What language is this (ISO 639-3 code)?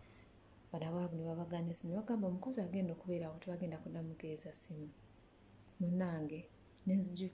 lug